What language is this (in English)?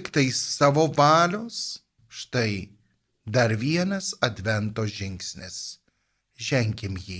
Lithuanian